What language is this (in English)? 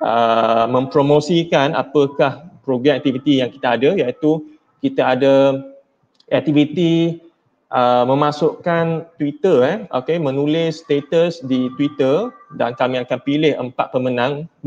Malay